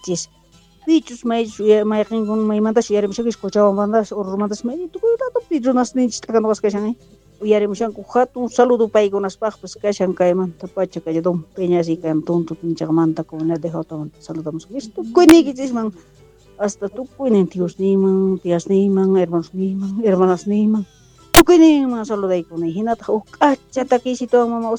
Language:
South Bolivian Quechua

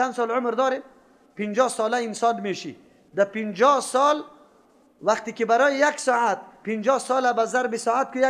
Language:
Persian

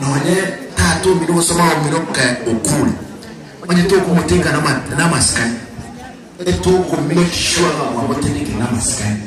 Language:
Gusii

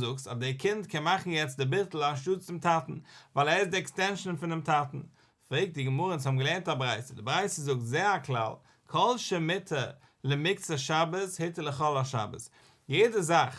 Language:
Yiddish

